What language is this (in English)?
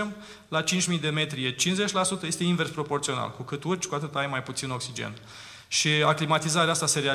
Romanian